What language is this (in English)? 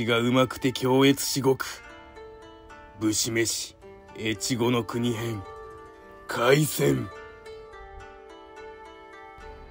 Japanese